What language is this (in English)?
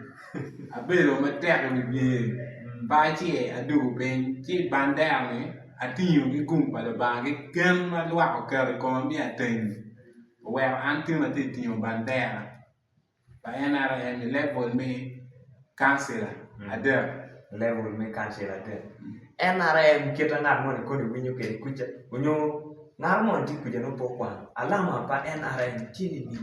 Acoli